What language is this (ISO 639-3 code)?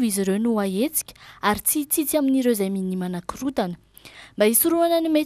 mlg